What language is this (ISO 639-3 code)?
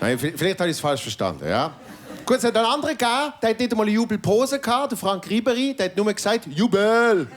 gsw